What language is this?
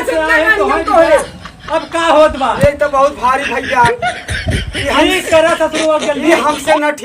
Awadhi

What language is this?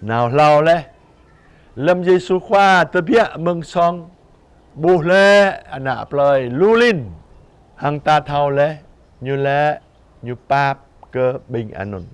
Jarai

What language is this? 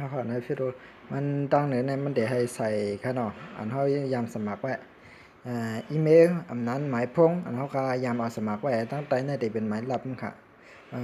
Shan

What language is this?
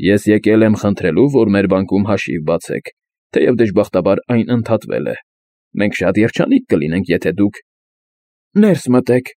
Armenian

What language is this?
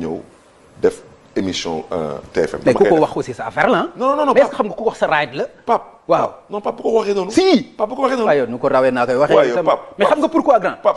Wolof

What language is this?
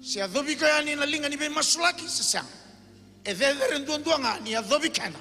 Fijian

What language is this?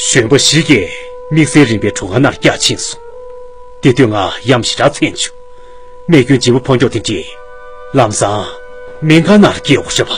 Tibetan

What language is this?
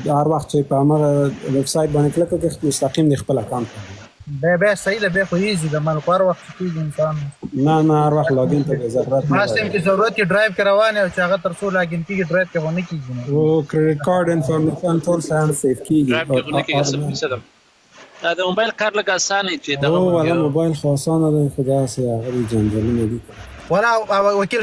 Pashto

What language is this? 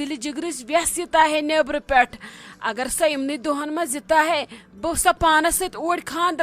Kashmiri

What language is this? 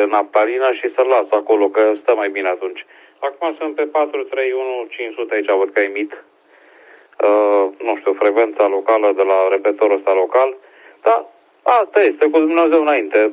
Romanian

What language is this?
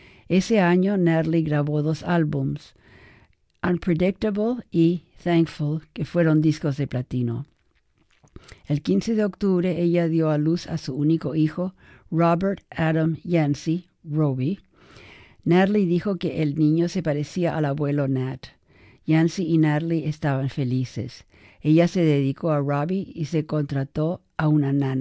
Spanish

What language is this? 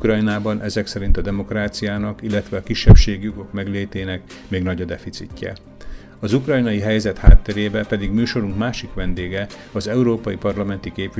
Hungarian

